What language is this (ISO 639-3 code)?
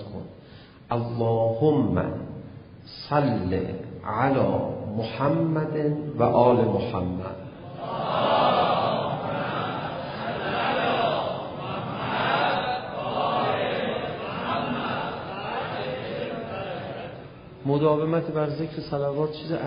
fas